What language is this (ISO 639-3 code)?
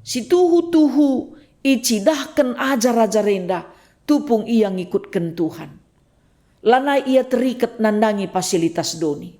btx